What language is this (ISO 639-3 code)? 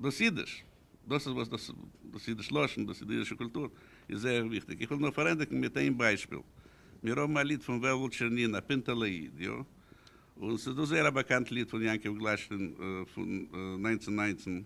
yid